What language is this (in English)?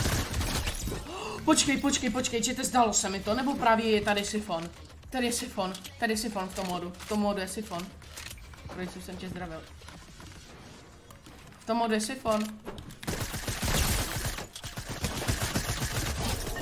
Czech